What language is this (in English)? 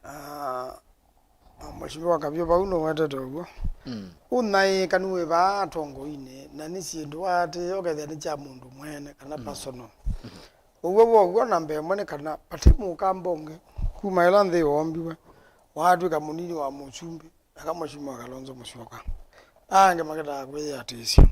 Kamba